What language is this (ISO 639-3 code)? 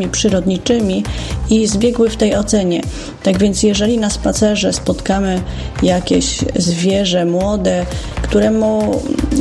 pol